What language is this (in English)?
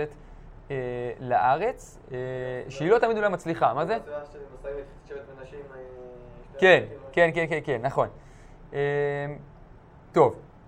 Hebrew